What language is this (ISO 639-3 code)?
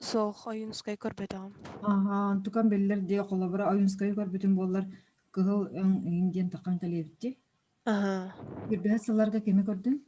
sah